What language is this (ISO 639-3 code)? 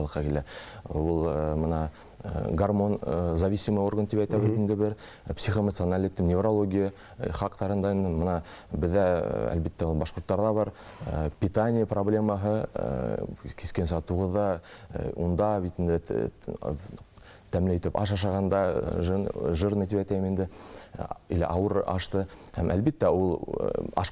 bak